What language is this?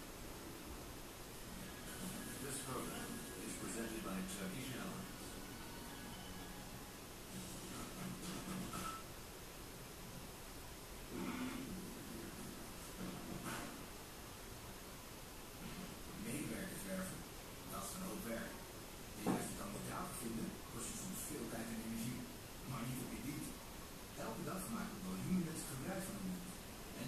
Dutch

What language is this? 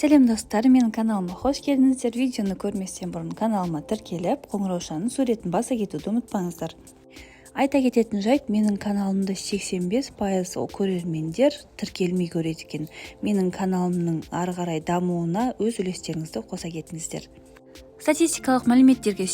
Kazakh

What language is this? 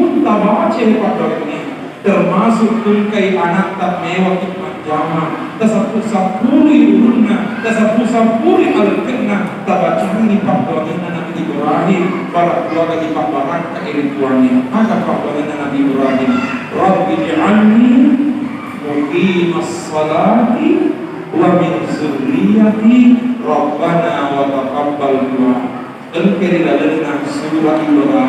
Buginese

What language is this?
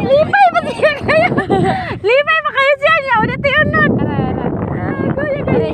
Cebuano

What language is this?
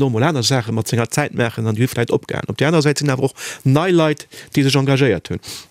Luxembourgish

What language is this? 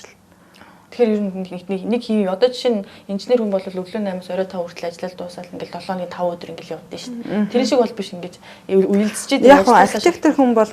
Mongolian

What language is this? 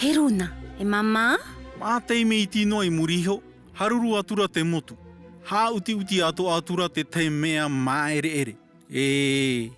Tahitian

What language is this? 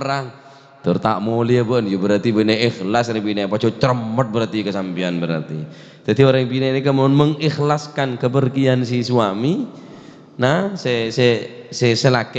Madurese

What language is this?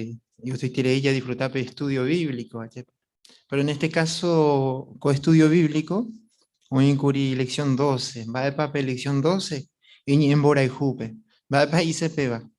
Guarani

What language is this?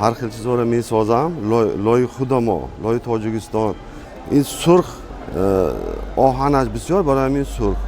Tajik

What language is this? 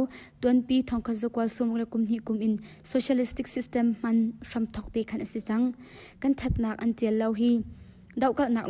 Hakha Chin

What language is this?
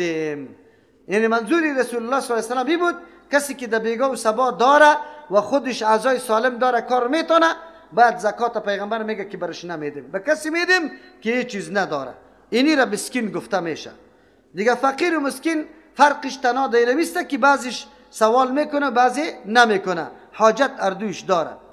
Persian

